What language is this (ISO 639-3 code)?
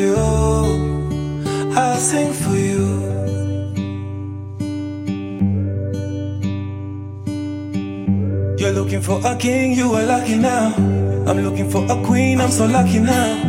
swa